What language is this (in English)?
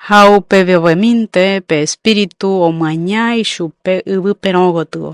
Guarani